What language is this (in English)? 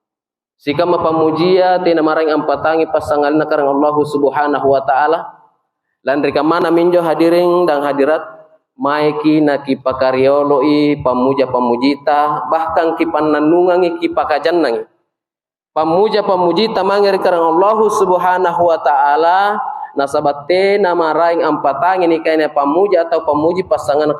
Makasar